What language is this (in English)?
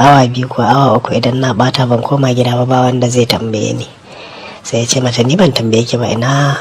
Hausa